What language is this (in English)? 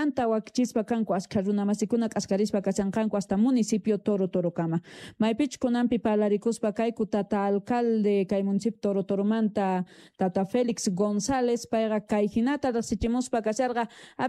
South Bolivian Quechua